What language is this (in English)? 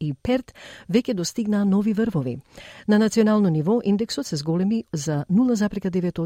Macedonian